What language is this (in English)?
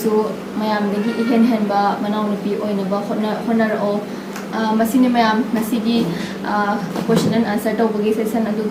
Manipuri